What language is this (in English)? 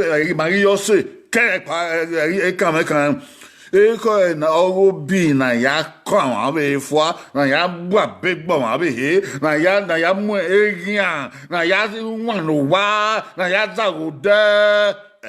Bini